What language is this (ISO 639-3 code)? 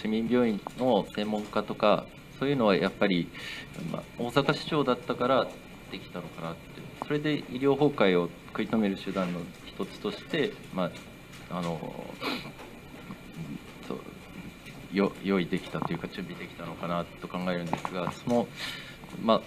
jpn